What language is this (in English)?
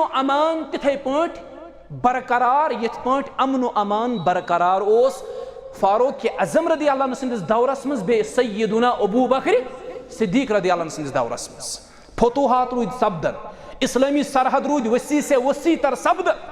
Kashmiri